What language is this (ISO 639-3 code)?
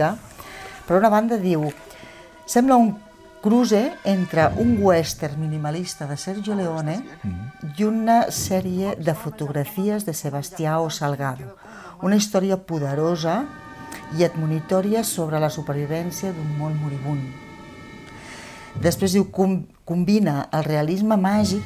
cat